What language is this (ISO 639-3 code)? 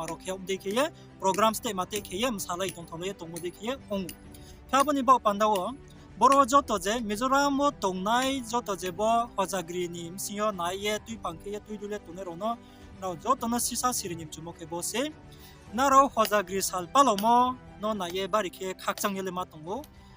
ria